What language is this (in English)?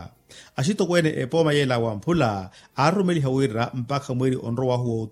Makhuwa